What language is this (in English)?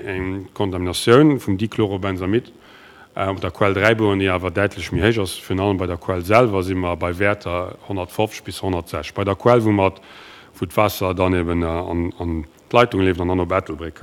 Luxembourgish